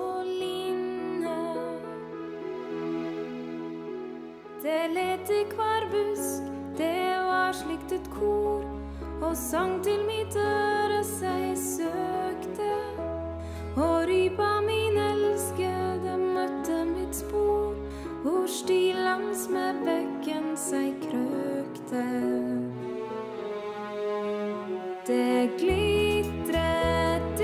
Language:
Norwegian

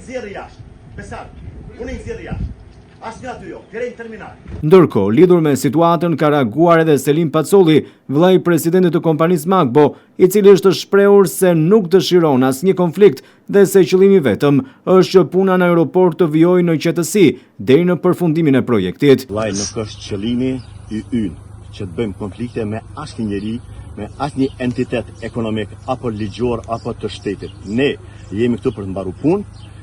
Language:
Albanian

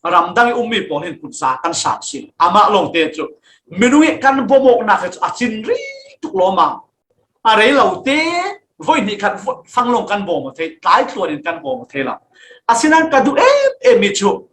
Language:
Falam Chin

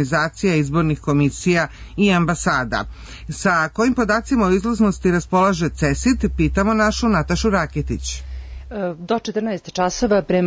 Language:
Serbian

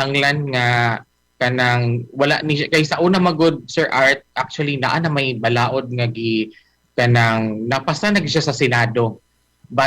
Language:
Cebuano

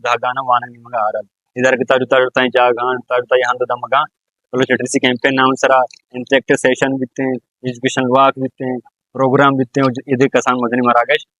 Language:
Baluchi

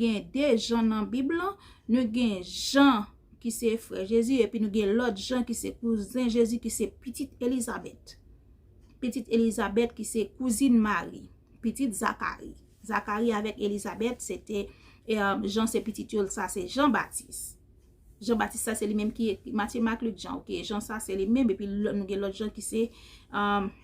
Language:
Haitian Creole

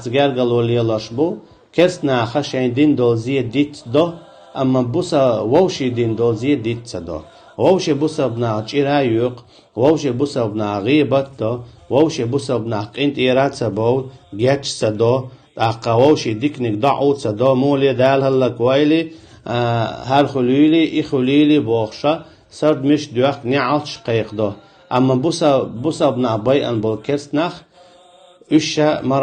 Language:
Chechen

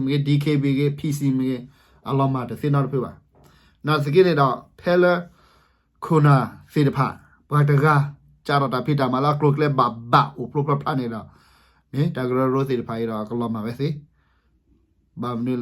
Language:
S'gaw Karen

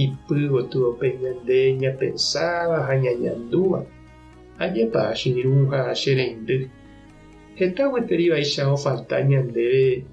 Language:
Guarani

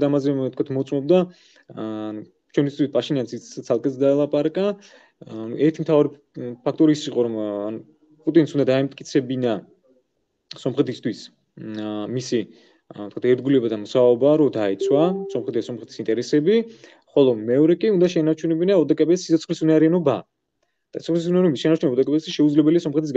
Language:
Georgian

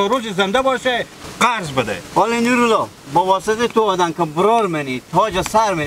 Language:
Hazaragi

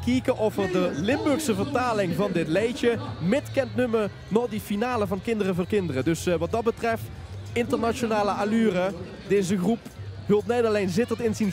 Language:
Limburgish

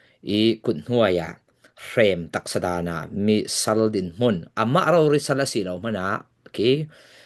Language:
Falam Chin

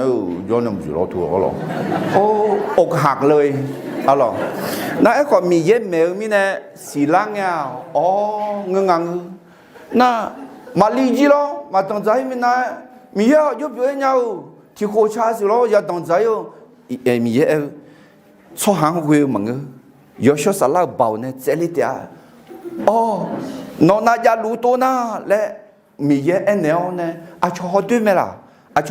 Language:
Akha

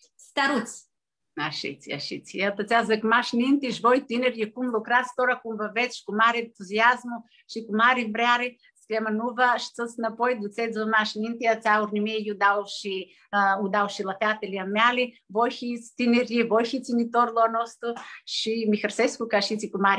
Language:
Aromanian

